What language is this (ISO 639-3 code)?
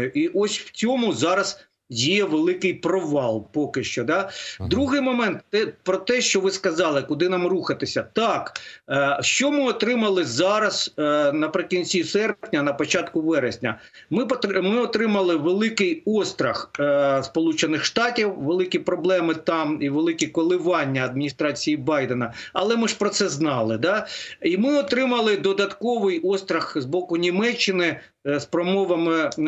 ukr